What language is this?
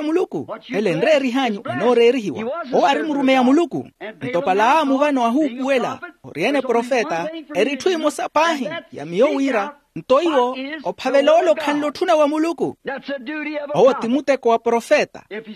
Makhuwa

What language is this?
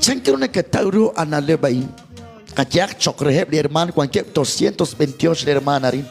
Kekchí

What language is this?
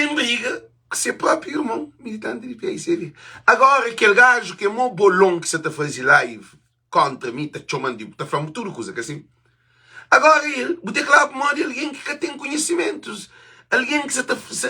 Kabuverdianu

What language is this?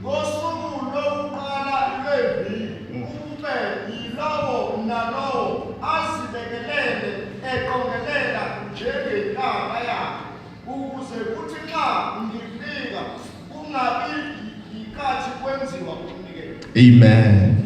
Zulu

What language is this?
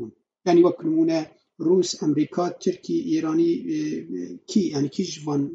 Kurdish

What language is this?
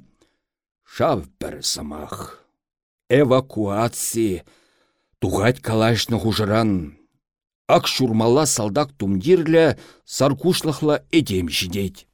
Chuvash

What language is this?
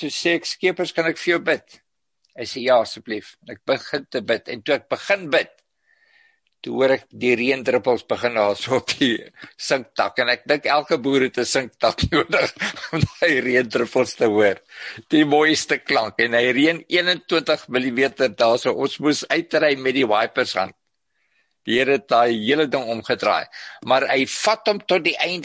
Afrikaans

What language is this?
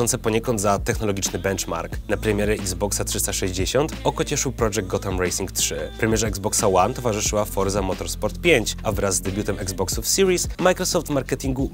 Polish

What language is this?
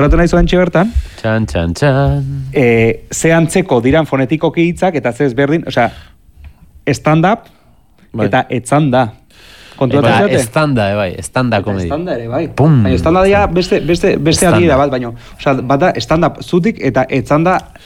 Basque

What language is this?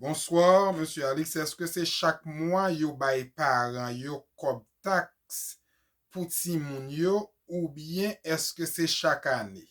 Haitian Creole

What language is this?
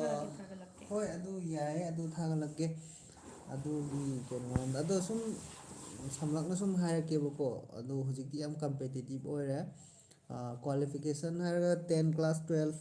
Manipuri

